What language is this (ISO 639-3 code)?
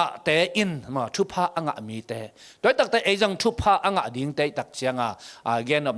ctd